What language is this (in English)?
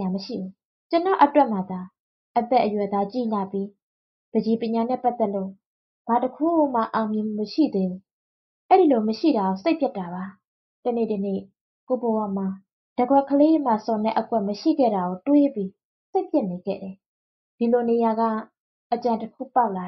Burmese